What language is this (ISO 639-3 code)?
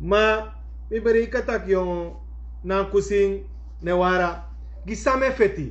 srn